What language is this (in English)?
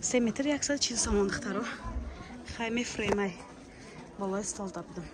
Tajik